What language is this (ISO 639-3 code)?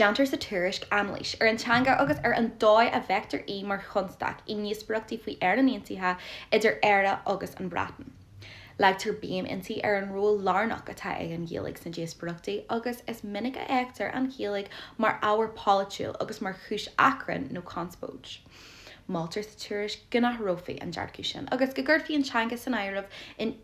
gle